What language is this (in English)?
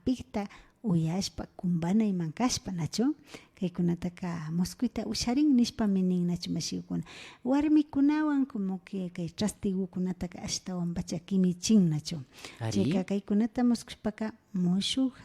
Imbabura Highland Quichua